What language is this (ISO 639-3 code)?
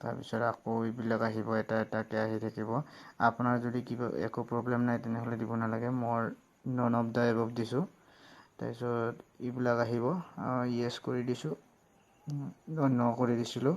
asm